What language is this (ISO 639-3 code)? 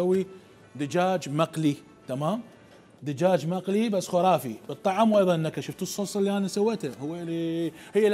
acm